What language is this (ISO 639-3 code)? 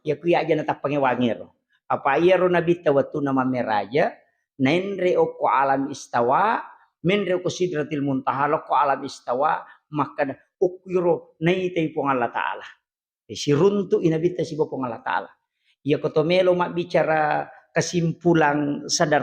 bug